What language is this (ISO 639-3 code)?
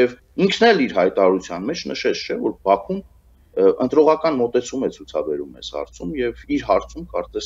hye